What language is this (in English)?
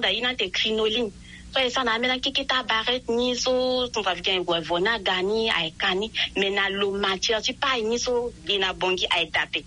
Sango